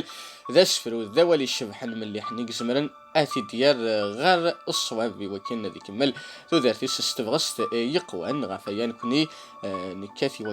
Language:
Kabyle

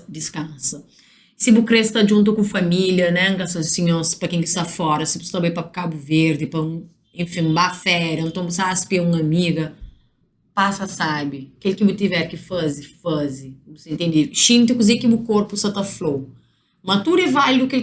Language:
Kabuverdianu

